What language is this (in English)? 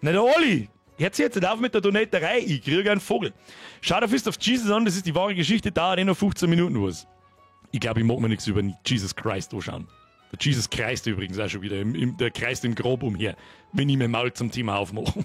Bavarian